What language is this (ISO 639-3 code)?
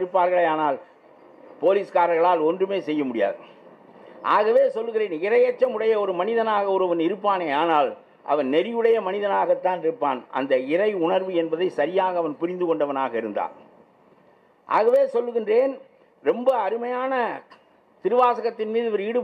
tam